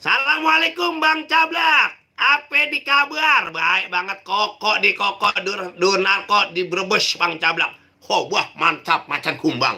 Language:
Betawi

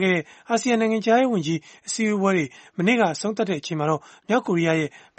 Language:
Burmese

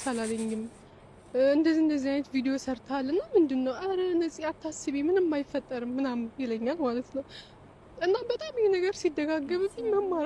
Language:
Amharic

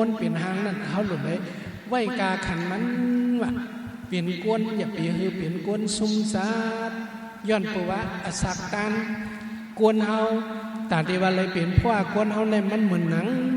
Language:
Shan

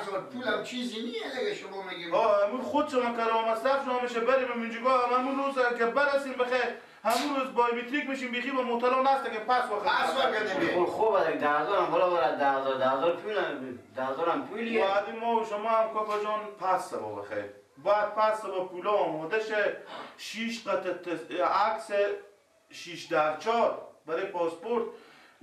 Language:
Persian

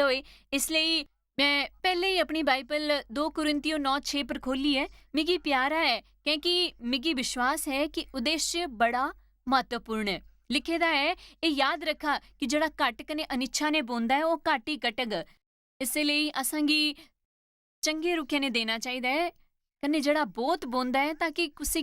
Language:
Dogri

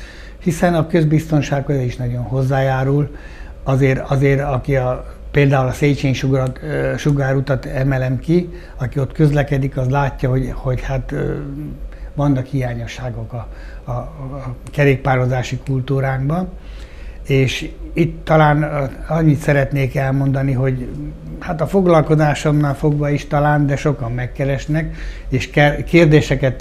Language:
Hungarian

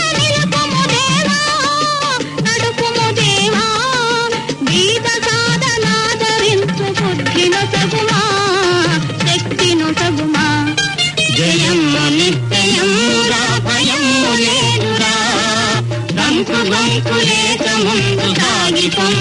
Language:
Telugu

